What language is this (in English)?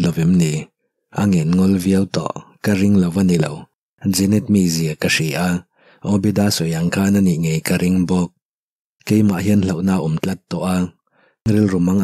Mizo